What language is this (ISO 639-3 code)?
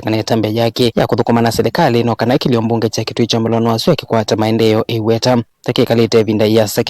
kam